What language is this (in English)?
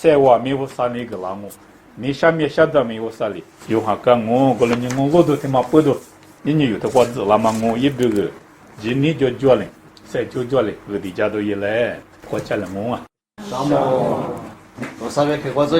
Lisu